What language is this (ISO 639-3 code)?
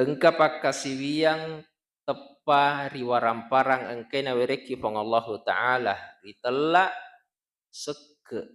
bug